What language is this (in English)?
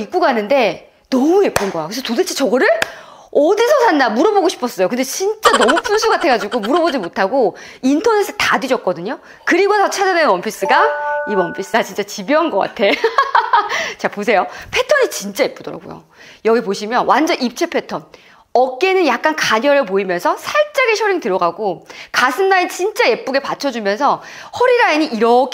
Korean